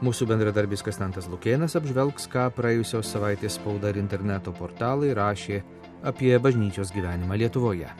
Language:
Lithuanian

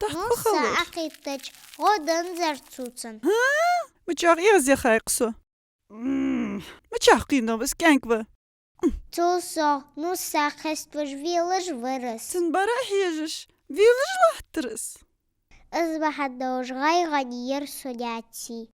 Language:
Ingush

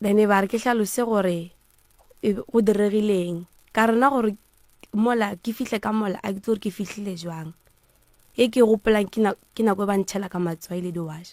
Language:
Northern Sotho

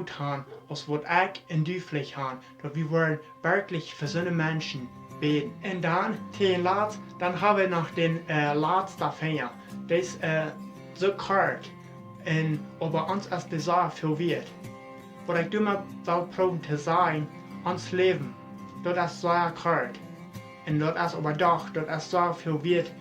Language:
Plautdietsch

